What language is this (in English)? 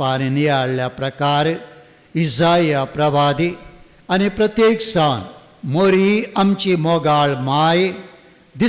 Konkani